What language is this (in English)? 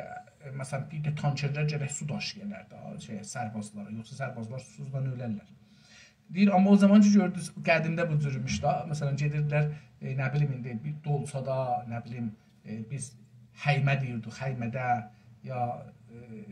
South Azerbaijani